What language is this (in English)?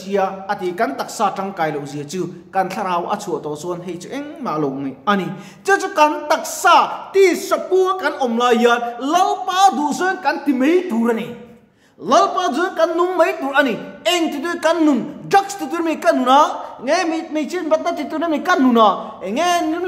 Mizo